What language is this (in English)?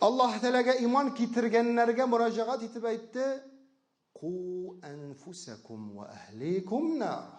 Tatar